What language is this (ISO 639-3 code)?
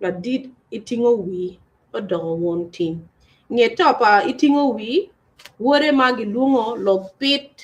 ach